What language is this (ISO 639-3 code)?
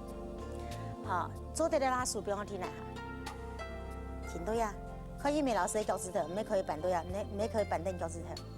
hak